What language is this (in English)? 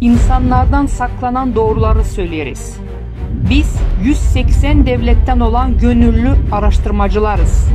Gagauz